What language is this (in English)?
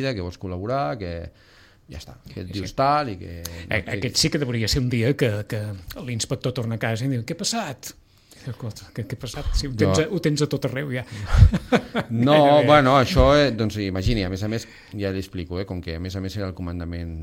Catalan